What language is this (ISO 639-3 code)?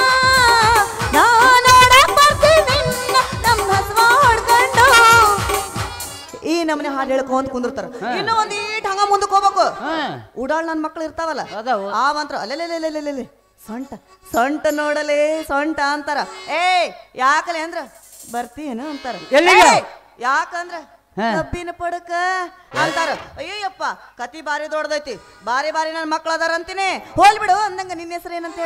kan